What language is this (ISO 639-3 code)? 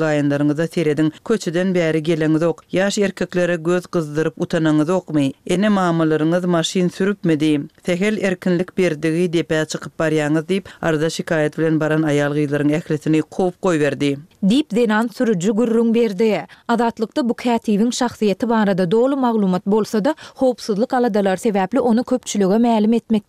tuk